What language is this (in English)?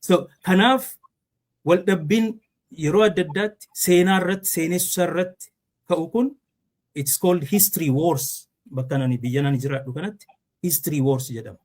Oromo